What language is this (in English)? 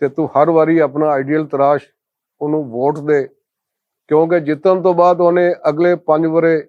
Western Panjabi